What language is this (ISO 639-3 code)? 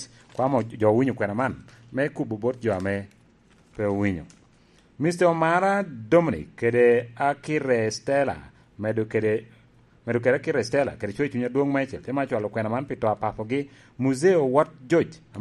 laj